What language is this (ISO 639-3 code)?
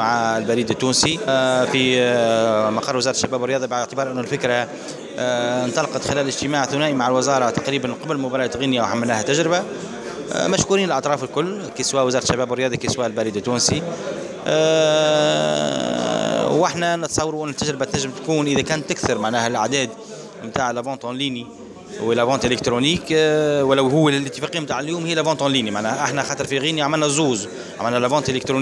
aeb